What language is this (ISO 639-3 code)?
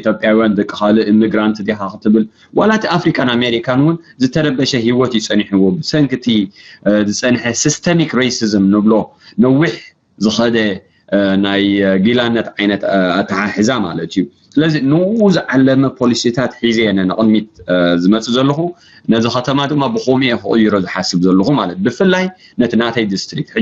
tir